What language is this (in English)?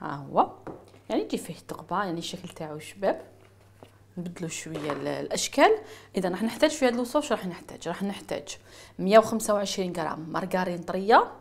Algerian Arabic